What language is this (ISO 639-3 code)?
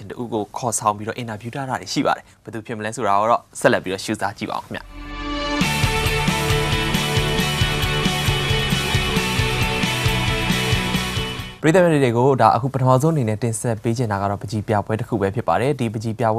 mya